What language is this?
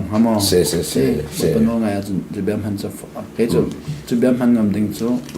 Hakha Chin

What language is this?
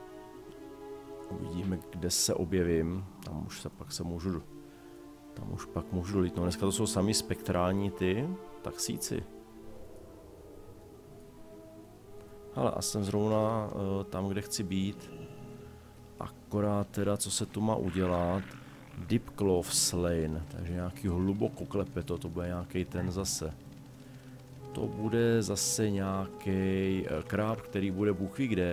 Czech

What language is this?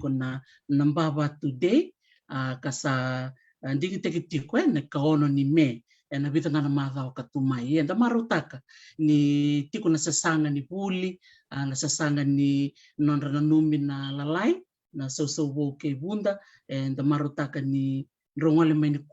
Fijian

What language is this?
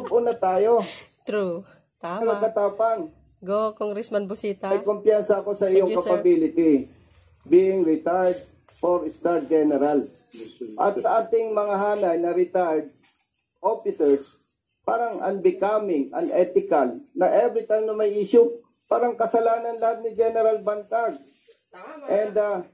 Filipino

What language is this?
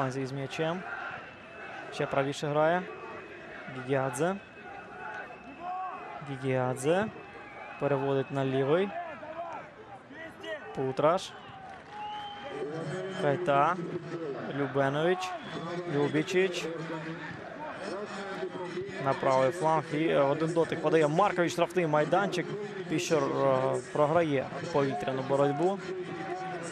Ukrainian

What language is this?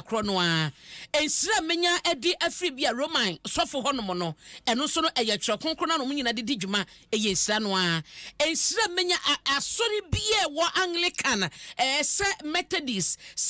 Akan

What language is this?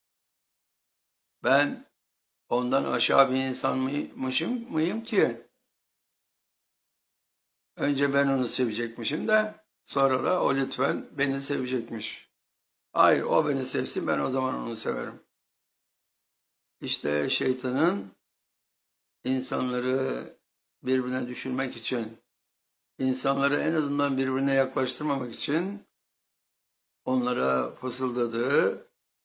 Turkish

